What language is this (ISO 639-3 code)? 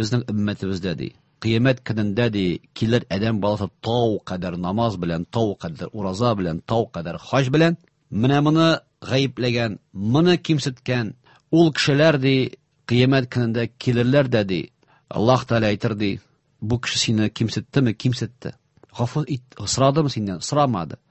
tat